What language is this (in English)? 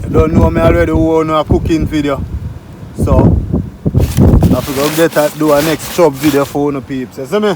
Jamaican Creole English